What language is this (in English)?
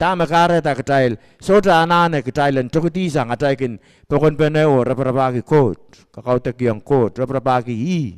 Pohnpeian